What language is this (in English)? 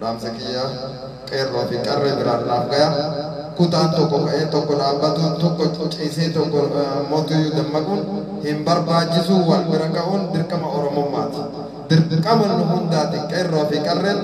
Oromo